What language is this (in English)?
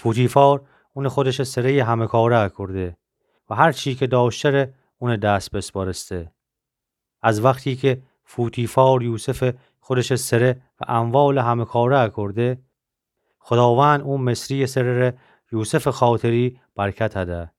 Gilaki